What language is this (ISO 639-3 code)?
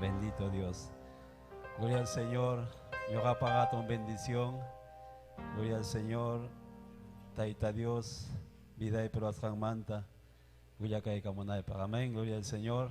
quy